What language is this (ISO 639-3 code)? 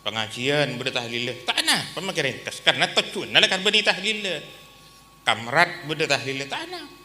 mad